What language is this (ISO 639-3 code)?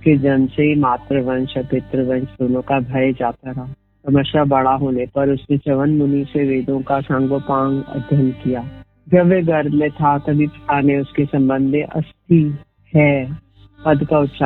hin